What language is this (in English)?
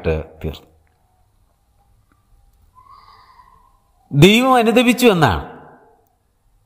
Malayalam